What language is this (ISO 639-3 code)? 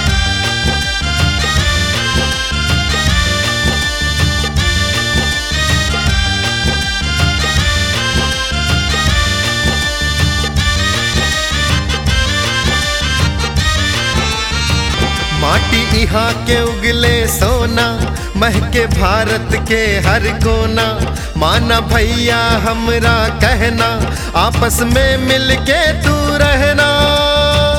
bho